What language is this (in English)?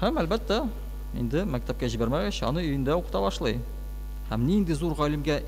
Tatar